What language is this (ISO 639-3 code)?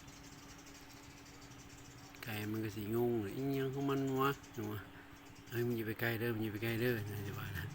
lao